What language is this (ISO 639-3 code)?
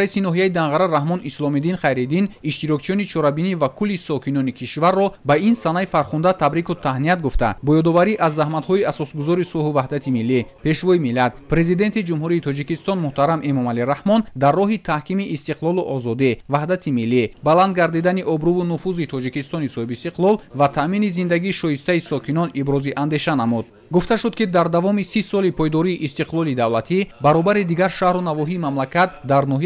tgk